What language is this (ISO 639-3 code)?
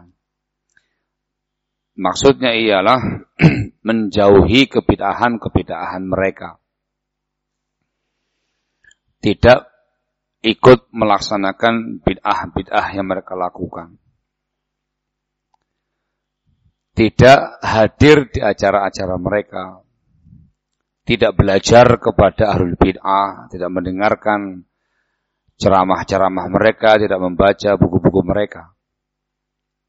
ind